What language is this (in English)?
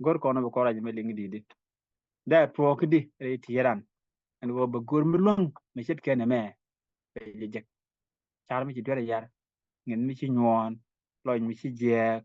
Nuer